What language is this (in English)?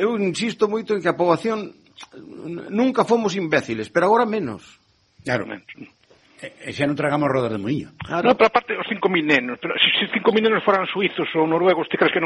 Galician